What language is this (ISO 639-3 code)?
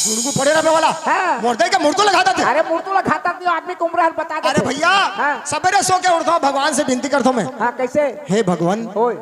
hne